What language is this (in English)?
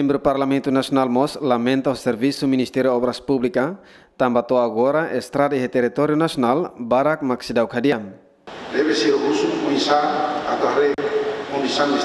Tetum